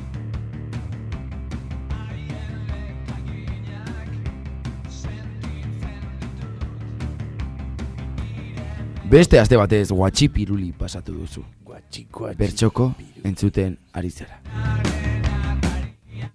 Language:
Basque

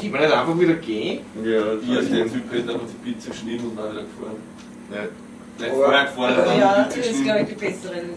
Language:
Bavarian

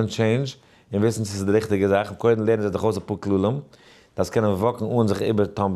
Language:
Yiddish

